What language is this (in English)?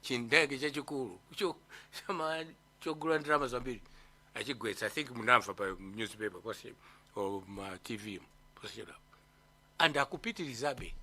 Nyanja